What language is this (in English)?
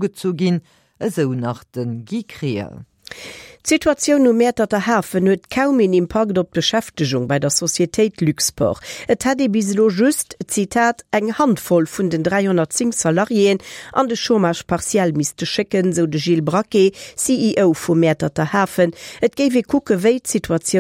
Luxembourgish